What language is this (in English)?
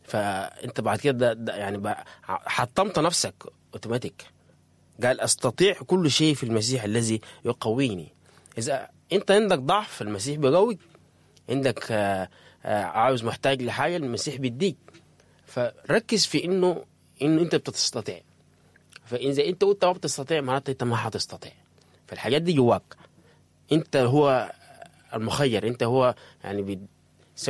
Sudanese Arabic